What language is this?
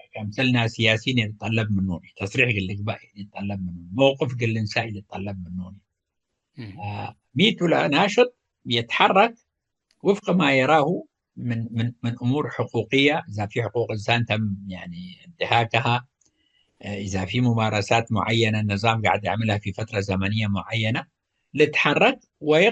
Tigre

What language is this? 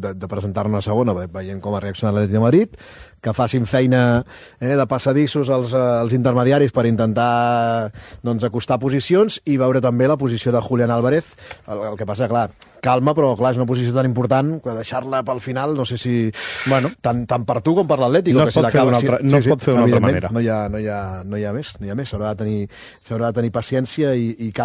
Catalan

